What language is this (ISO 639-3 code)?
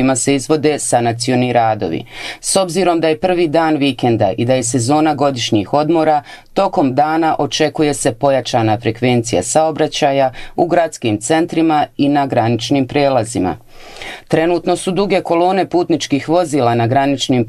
bos